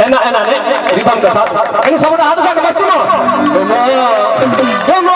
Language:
Maithili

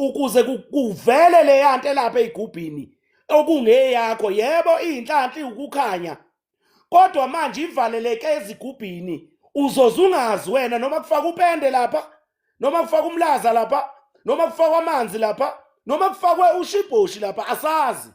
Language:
Zulu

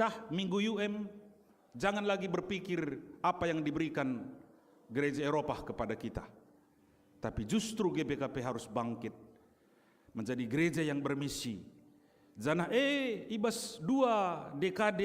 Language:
Batak Karo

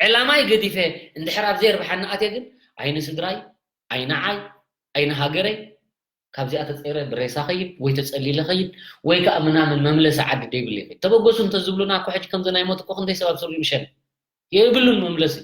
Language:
Tigrinya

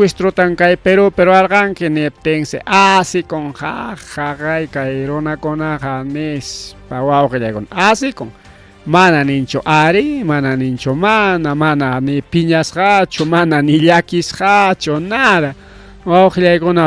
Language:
Ayacucho Quechua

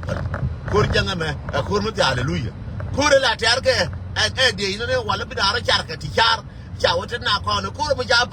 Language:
Nuer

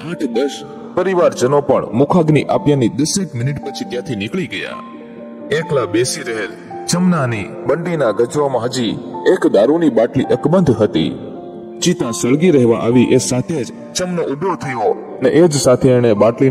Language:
Gujarati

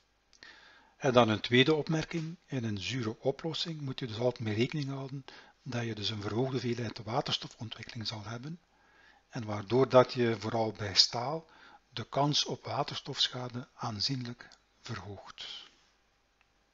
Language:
Dutch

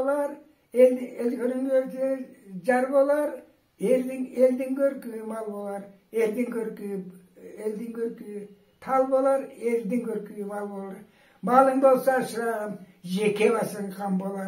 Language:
Karachay-Balkar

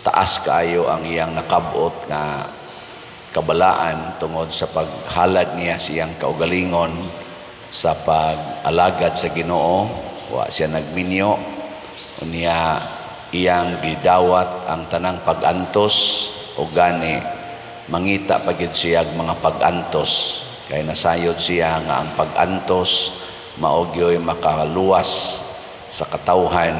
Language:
Cebuano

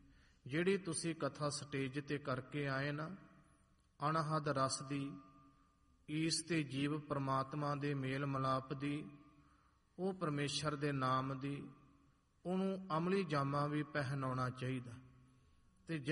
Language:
Punjabi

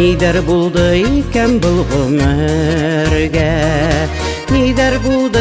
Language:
Bashkir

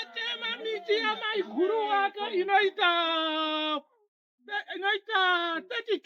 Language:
Shona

